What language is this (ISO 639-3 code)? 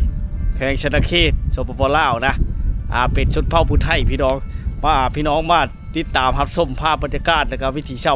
lao